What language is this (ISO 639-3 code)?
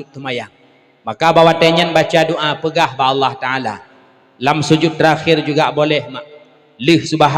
ace